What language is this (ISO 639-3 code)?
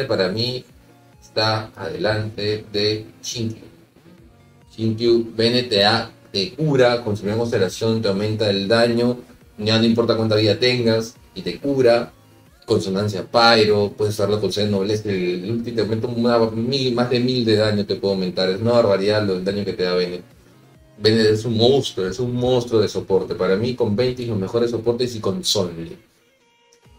spa